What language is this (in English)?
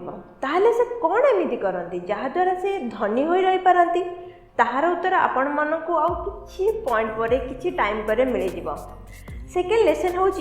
Odia